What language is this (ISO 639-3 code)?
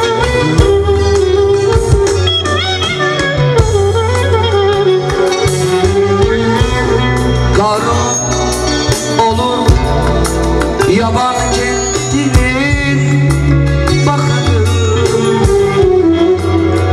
tur